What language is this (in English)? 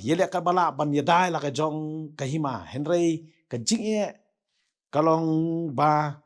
Khasi